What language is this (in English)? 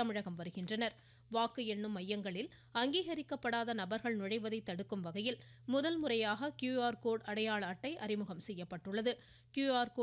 Tamil